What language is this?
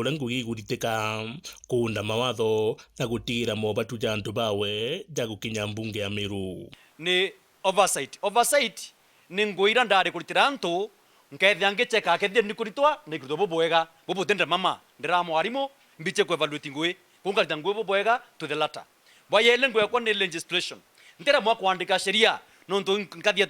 Meru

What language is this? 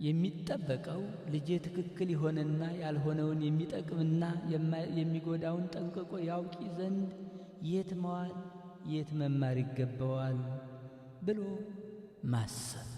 Amharic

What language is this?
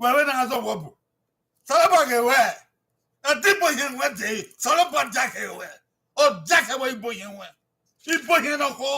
Bini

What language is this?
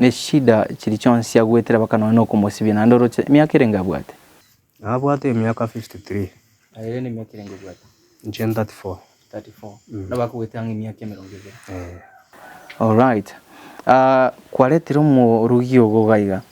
Gusii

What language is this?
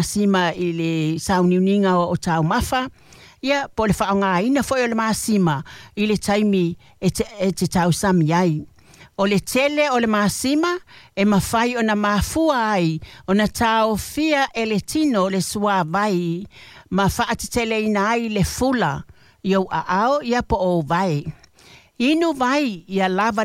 Samoan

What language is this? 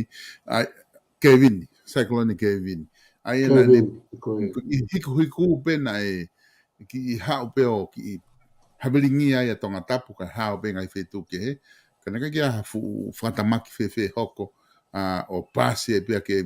Tongan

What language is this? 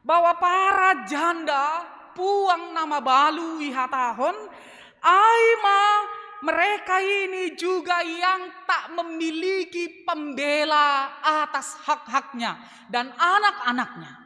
Batak Simalungun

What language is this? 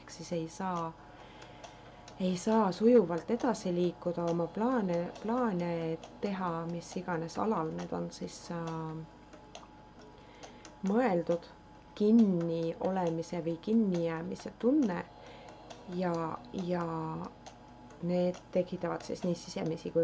Estonian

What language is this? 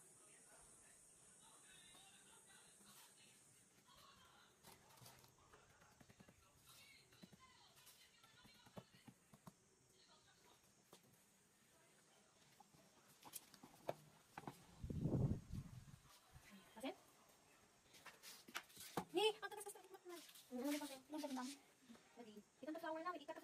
Filipino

